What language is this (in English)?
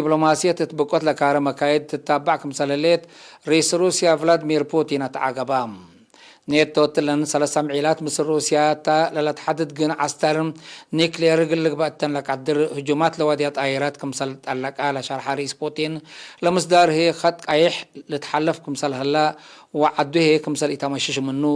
Tigre